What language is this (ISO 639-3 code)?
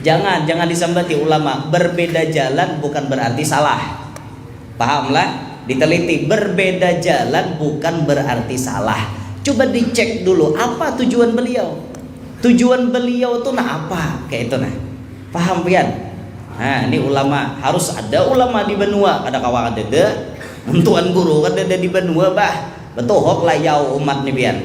bjn